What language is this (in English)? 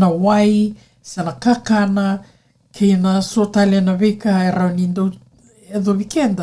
Fijian